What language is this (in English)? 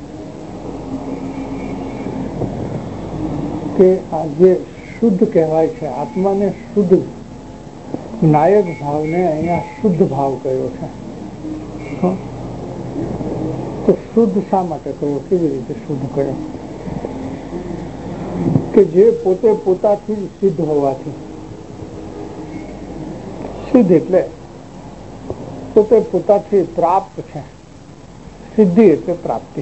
Gujarati